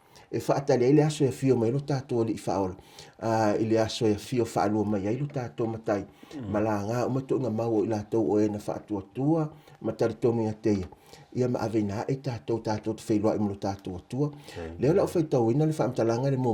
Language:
Samoan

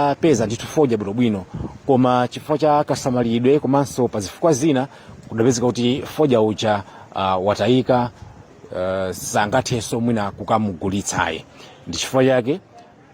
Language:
Nyanja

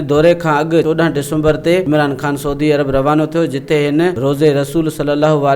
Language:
Sindhi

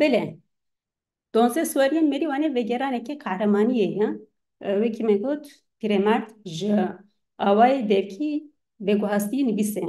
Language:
Kurdish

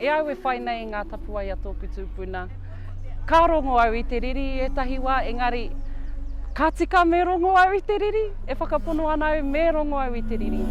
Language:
Māori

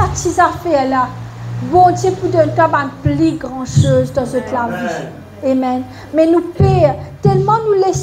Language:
Morisyen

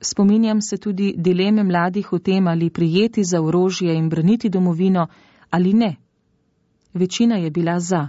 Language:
Slovenian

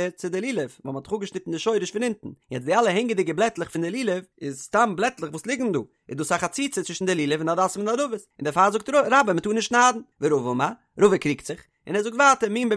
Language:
Yiddish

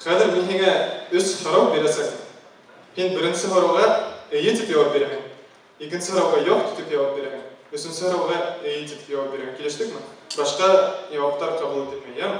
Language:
Bashkir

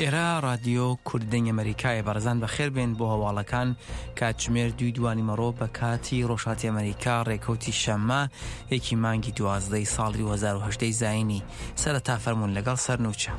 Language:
Central Kurdish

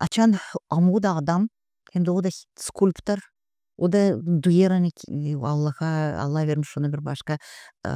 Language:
Gagauz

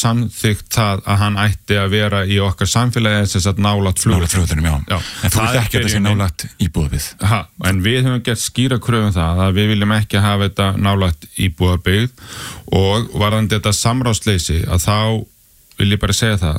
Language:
Icelandic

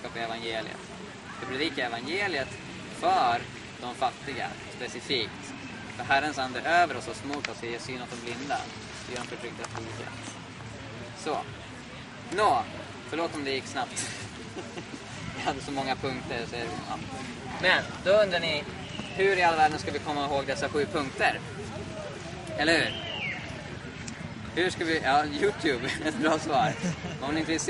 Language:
Swedish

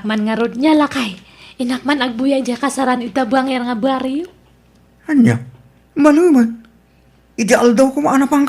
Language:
Iloko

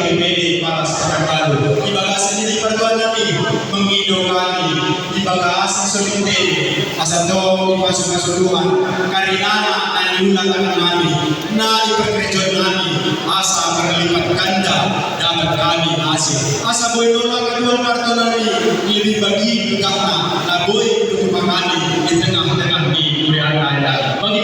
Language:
Batak Karo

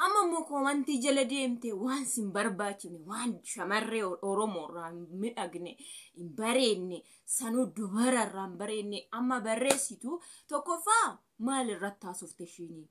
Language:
Oromo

